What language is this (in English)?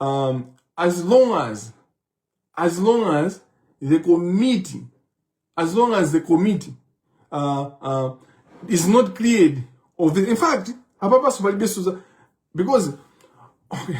Nyanja